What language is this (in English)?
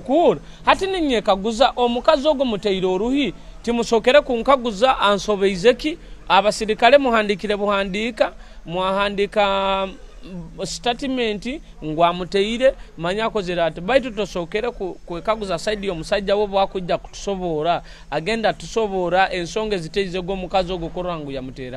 Nyoro